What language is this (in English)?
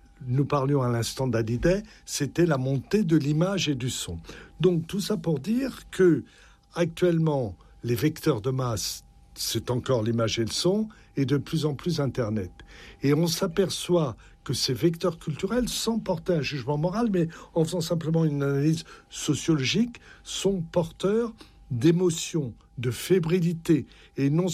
French